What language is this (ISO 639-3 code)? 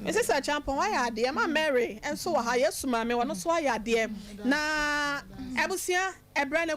aka